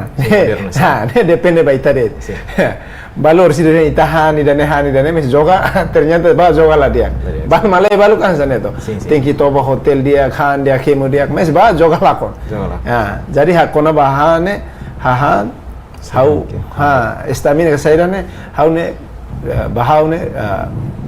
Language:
Tetum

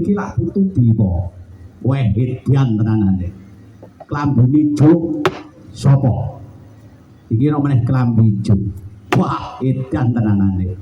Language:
Javanese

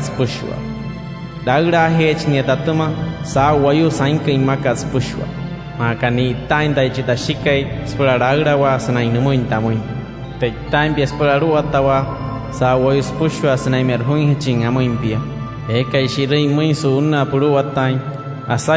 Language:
Wayuu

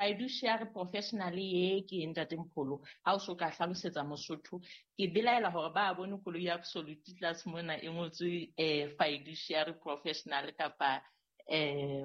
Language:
Southern Sotho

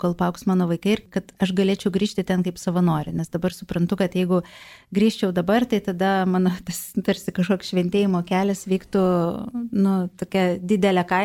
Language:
Lithuanian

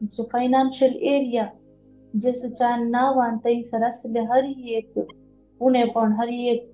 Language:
Konkani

